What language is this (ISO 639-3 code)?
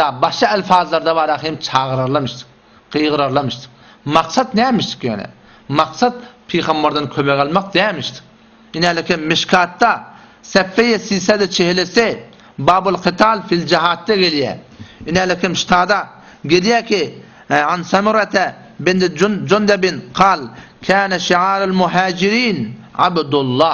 tuk